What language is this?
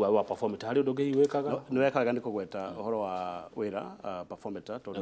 Kikuyu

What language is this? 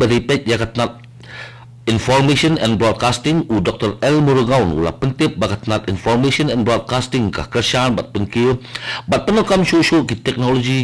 Khasi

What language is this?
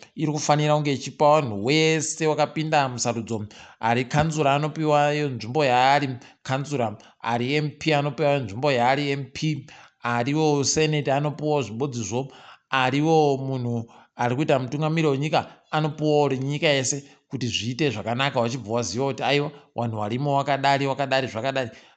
Ndau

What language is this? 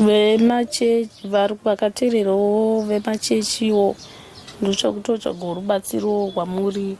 Shona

